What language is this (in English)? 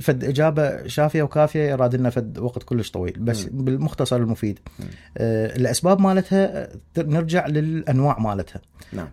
Mesopotamian Arabic